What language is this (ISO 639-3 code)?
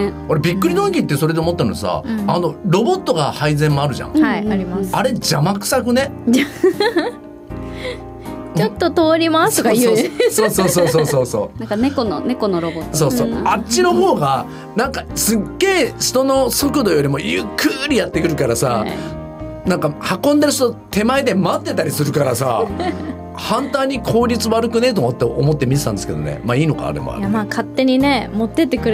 jpn